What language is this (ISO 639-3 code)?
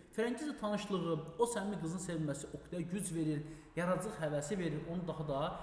aze